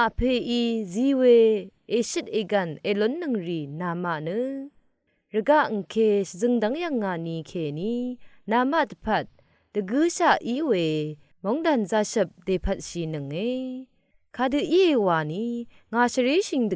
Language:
Rawang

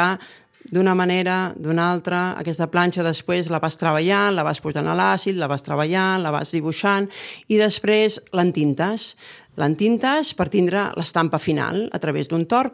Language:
Catalan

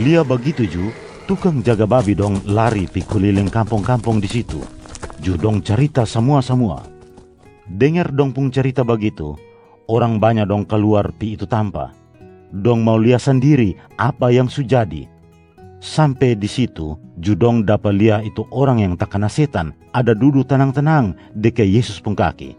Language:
Kupang Malay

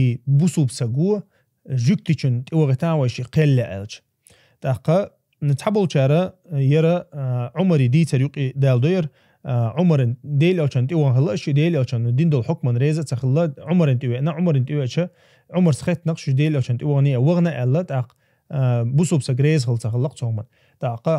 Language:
Chechen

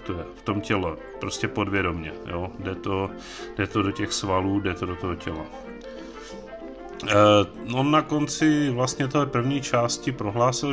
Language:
Czech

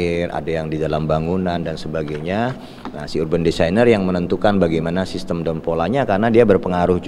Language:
Indonesian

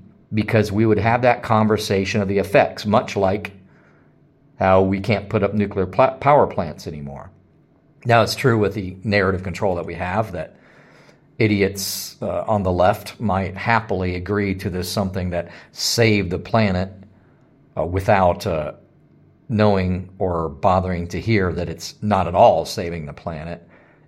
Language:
English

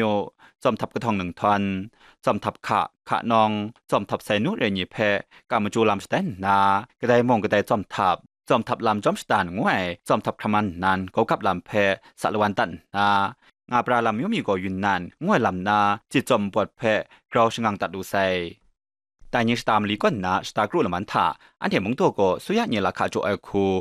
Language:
Kachin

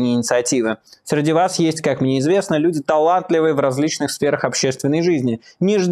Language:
Russian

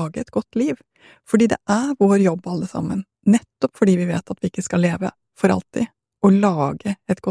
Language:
Norwegian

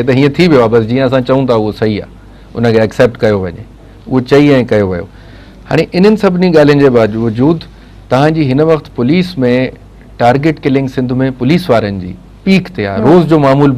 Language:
Sindhi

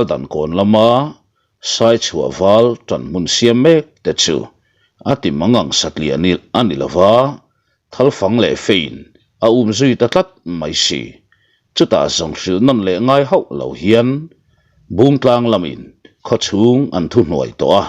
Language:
Mizo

